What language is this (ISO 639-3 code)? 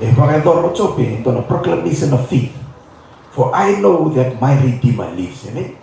fij